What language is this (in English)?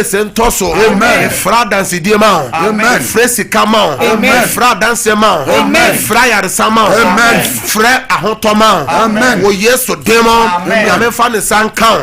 Akan